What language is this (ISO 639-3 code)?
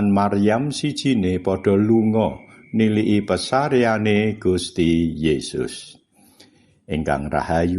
jav